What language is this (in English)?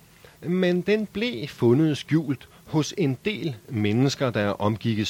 Danish